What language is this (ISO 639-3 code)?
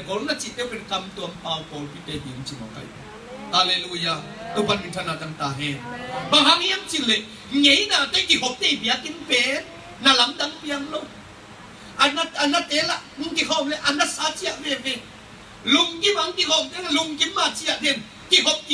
ctd